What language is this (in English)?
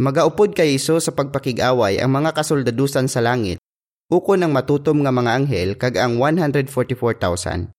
Hiligaynon